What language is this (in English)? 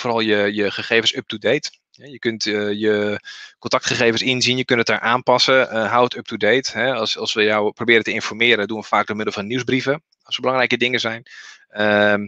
Dutch